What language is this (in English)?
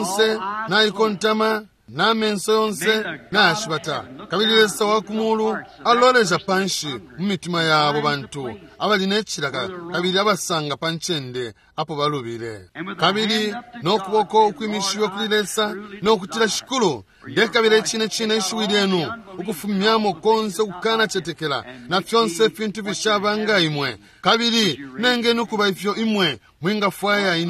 Bemba